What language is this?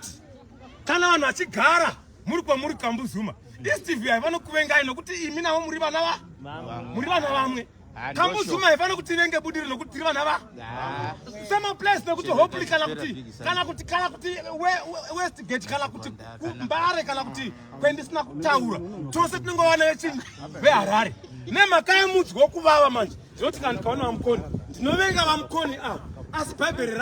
Shona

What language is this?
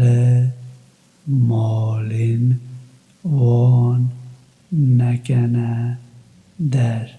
Kurdish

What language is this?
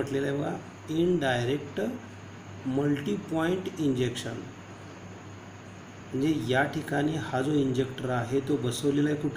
Marathi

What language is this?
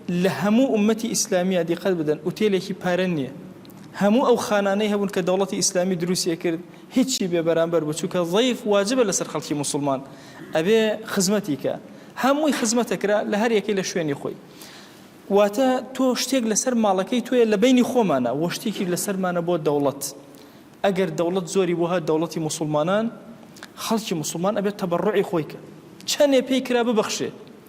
Central Kurdish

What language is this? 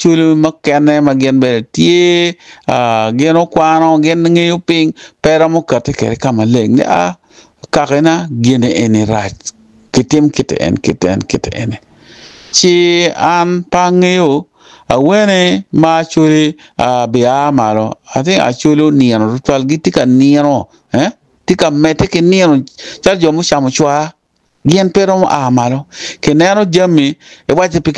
Acoli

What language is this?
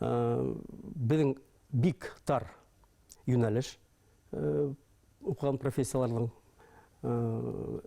Bashkir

